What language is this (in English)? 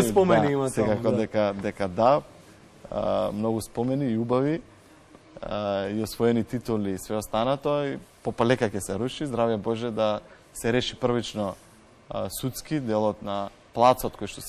Macedonian